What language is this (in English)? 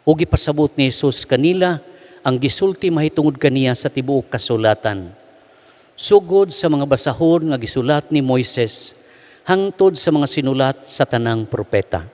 Cebuano